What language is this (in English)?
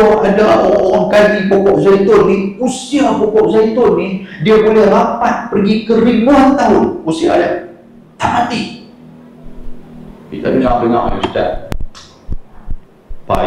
Malay